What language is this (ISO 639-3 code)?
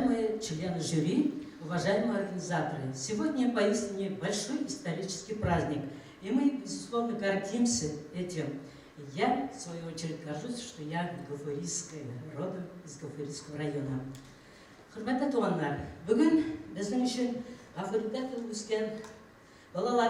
bak